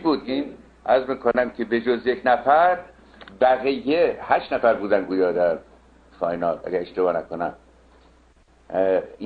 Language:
Persian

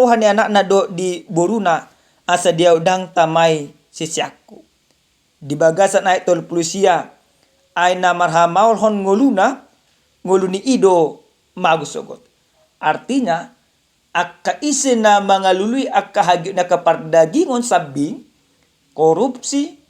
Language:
Batak Toba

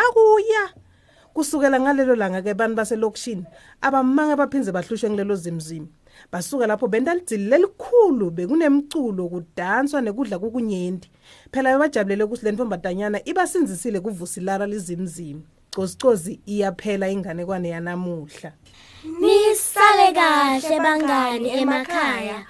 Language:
Swati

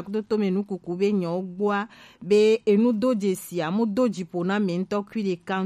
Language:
Gen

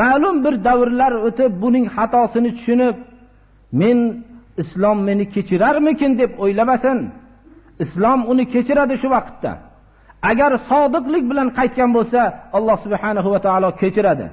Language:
Uzbek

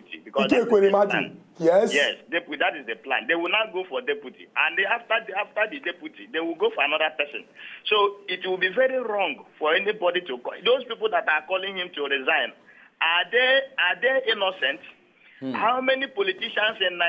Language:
Nigerian Pidgin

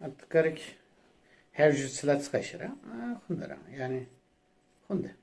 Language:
Zaza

